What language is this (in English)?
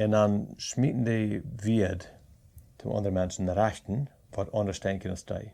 Plautdietsch